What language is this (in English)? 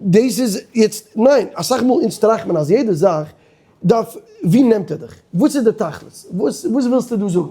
Yiddish